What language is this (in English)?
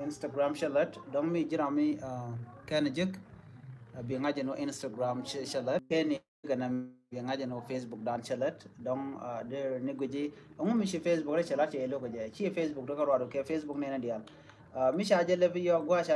Nuer